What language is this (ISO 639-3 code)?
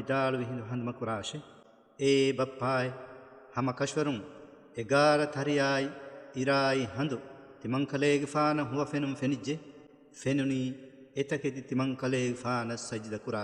div